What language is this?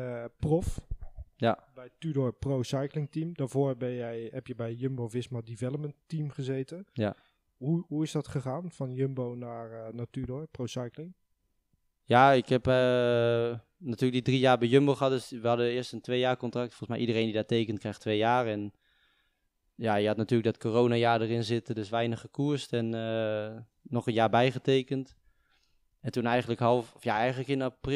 Dutch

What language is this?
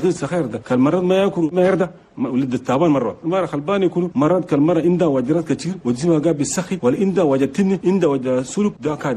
Chadian Arabic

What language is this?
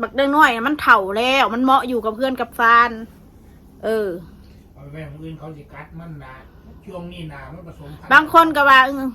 Northeastern Thai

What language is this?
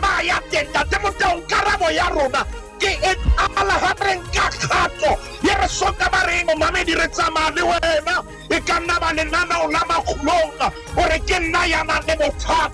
Southern Sotho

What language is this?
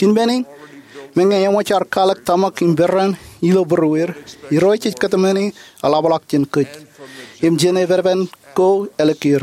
Marshallese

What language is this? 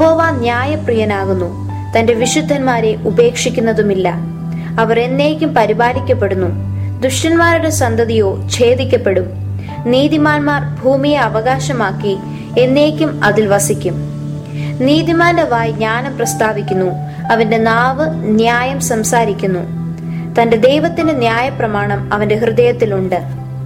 Malayalam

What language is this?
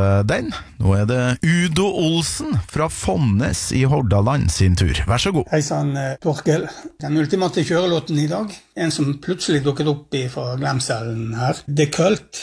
Norwegian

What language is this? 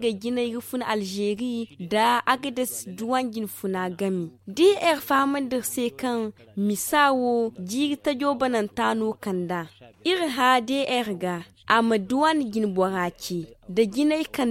Zarma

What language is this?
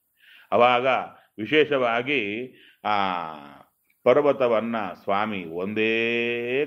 Kannada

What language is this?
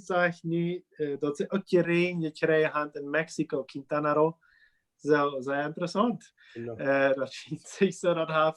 Plautdietsch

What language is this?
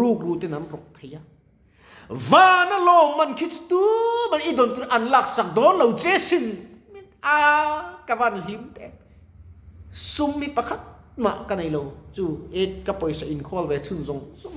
Mizo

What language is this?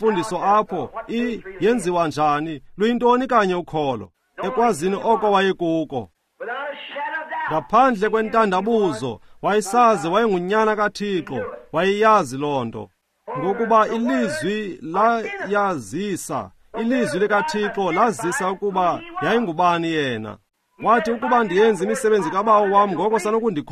Xhosa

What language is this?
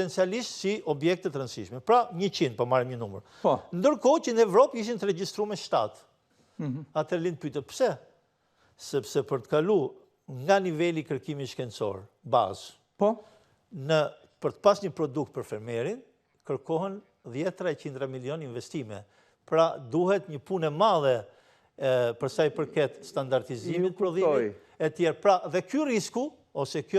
Albanian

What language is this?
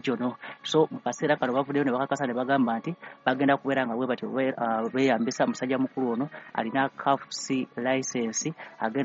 Ganda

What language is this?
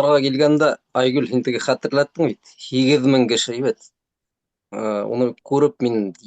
Bashkir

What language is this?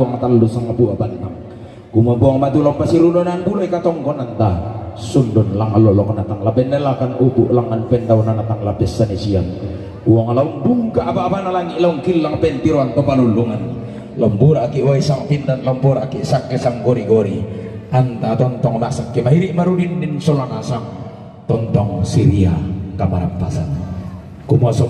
Toraja-Sa'dan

